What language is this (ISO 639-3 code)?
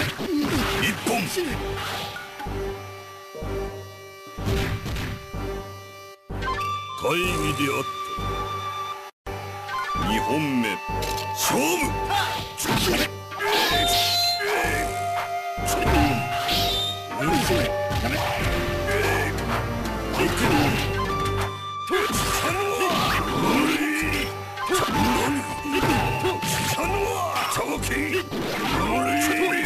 jpn